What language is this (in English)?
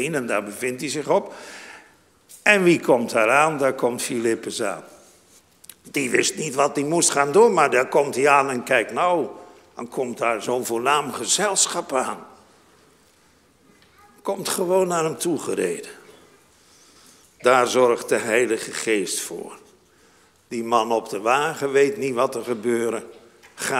Dutch